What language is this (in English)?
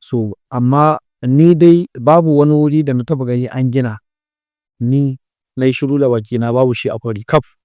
Hausa